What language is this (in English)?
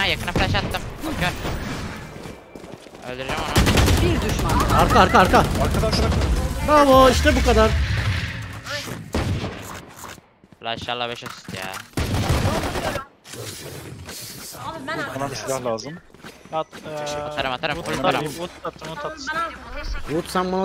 Turkish